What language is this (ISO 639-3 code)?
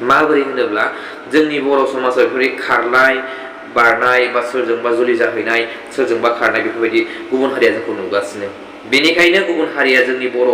brx